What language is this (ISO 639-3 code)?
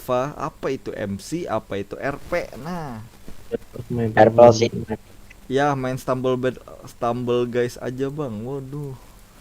bjn